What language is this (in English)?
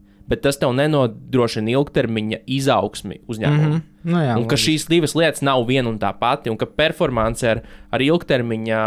Latvian